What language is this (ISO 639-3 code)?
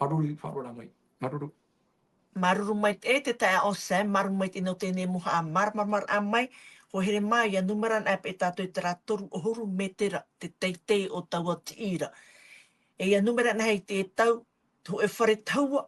tah